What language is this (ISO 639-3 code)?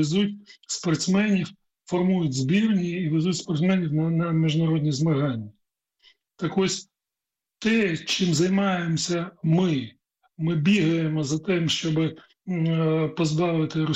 ukr